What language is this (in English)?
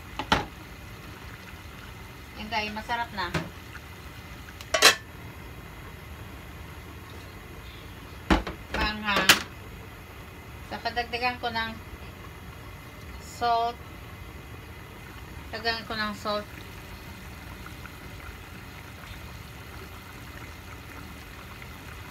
Filipino